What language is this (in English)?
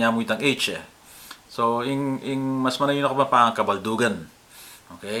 Pampanga